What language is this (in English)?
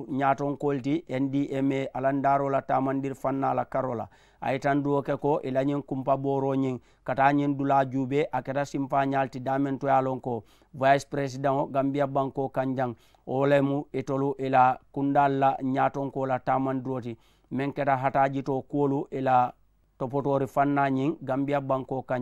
Mandingo